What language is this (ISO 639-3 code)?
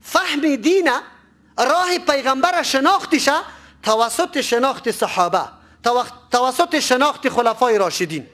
fas